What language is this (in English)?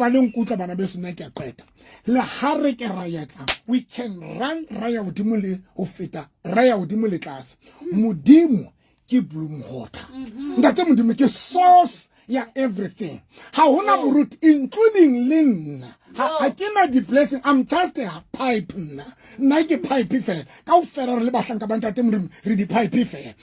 Southern Sotho